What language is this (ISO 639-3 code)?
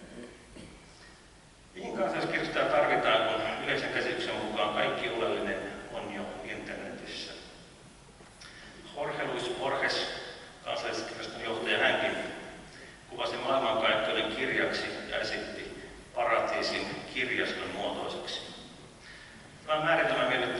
fin